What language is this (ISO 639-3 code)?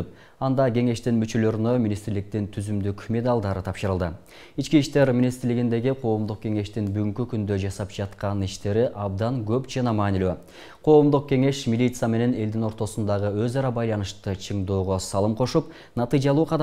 kir